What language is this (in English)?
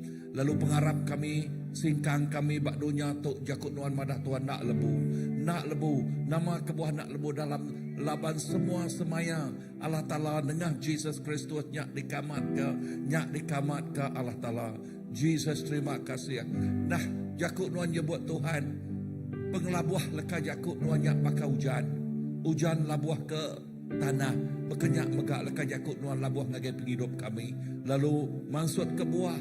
Iban